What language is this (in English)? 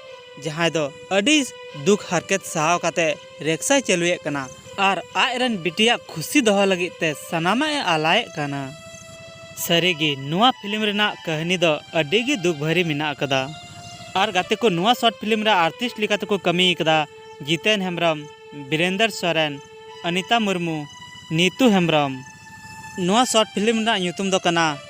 Santali